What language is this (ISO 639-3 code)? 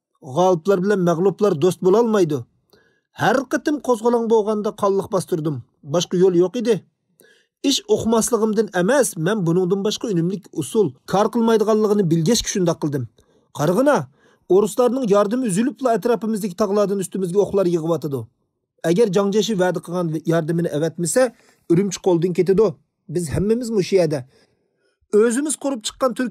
uig